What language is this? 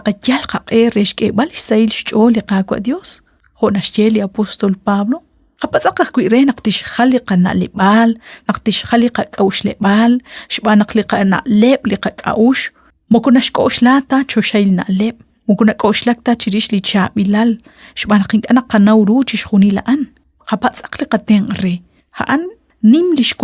Kekchí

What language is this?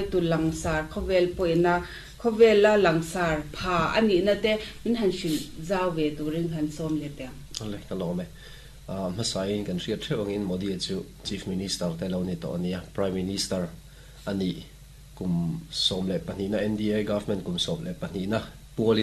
Mizo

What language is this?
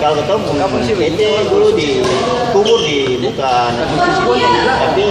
Ambonese Malay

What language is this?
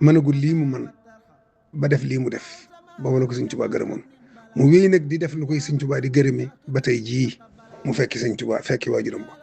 Wolof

